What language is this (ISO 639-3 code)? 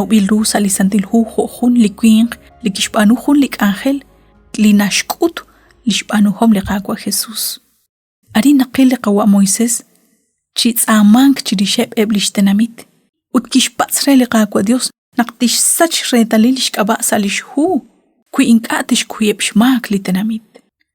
kek